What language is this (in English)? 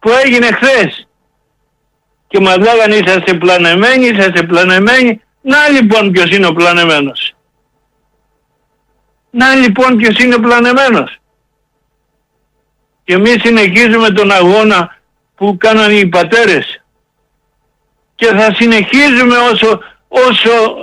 Greek